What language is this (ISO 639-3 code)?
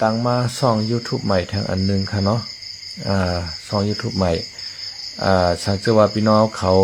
shn